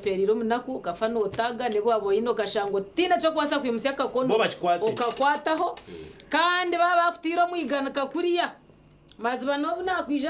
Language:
Nyankole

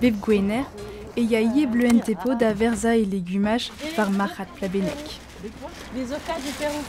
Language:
Breton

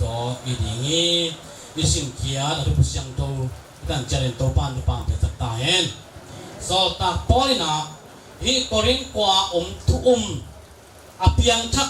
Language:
Tedim Chin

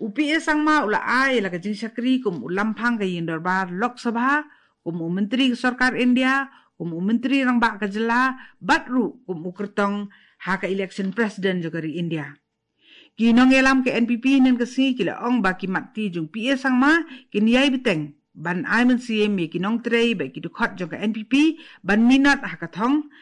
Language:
Khasi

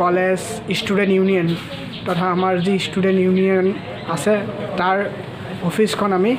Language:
Assamese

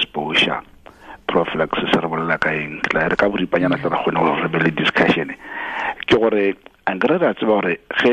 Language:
Tswana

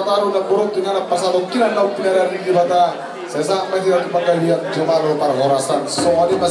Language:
Batak Toba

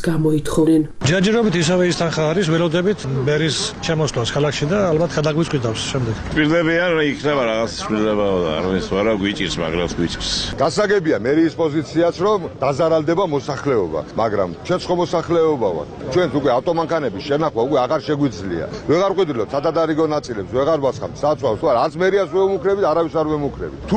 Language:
Georgian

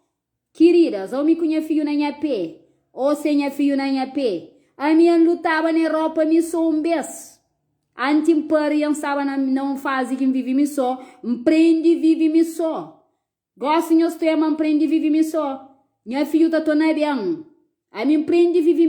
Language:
Kabuverdianu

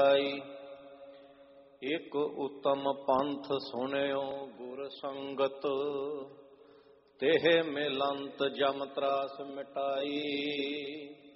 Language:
Punjabi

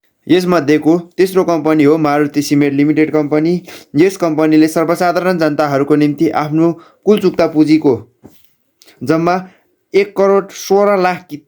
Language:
Nepali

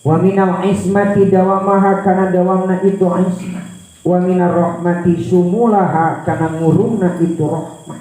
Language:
Sundanese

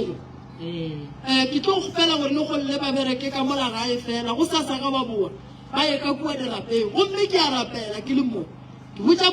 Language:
Northern Sotho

